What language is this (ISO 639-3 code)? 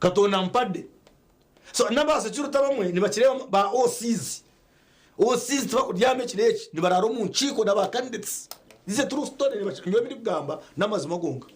nyn